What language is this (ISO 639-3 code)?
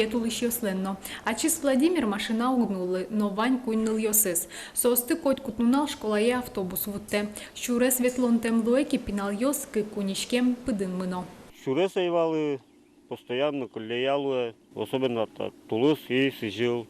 udm